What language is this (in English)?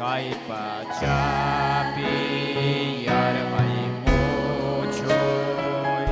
Ayacucho Quechua